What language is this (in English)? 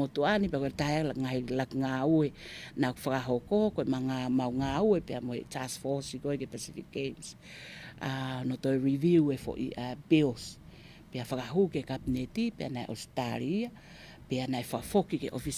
Tongan